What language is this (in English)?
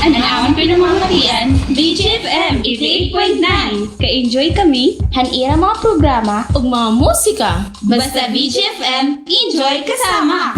Waray